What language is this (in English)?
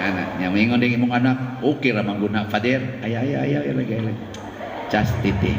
Cebuano